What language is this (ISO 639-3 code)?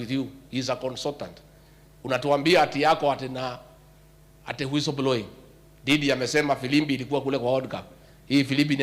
swa